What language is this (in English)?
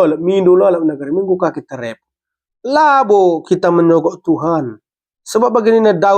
Batak Karo